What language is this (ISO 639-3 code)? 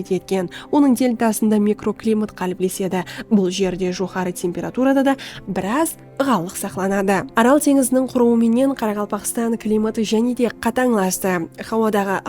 kaa